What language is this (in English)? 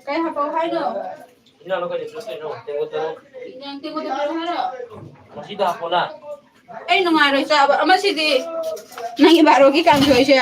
Manipuri